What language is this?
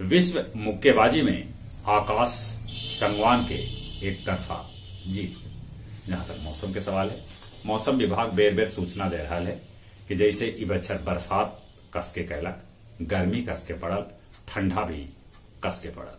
Magahi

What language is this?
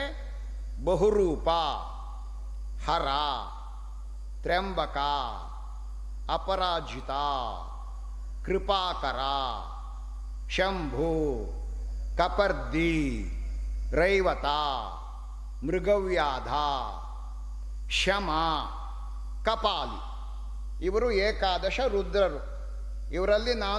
Kannada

